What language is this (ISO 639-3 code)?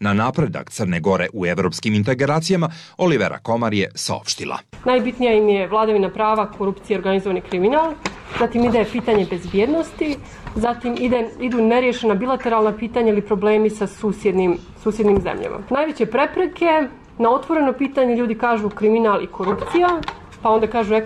srp